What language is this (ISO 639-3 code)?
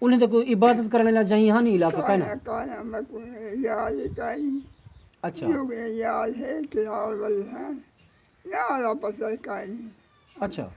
skr